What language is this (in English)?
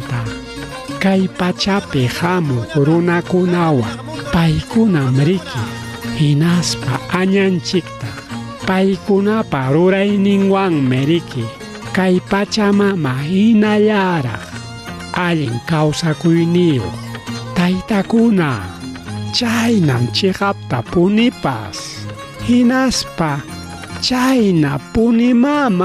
Ayacucho Quechua